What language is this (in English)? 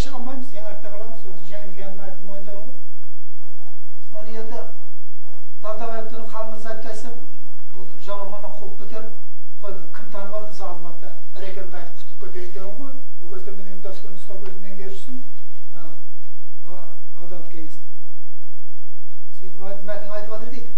Kazakh